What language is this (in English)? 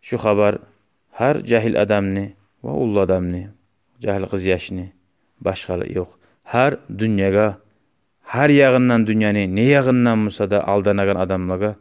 Kumyk